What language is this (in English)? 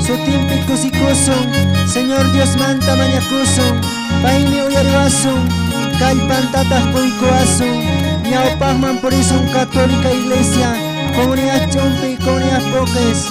Quechua